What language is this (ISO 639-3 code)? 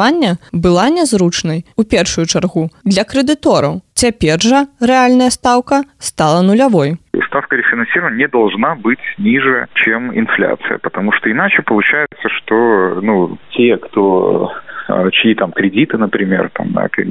bel